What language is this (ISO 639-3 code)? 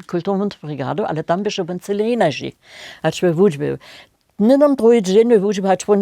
hsb